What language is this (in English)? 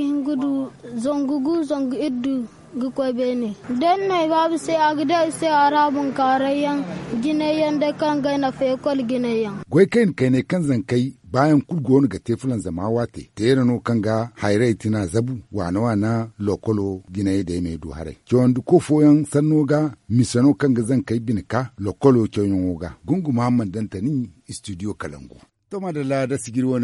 Zarma